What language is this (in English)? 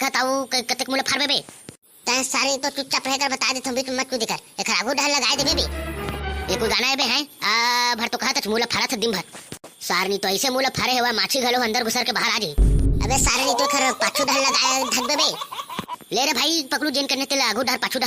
Chhattisgarhi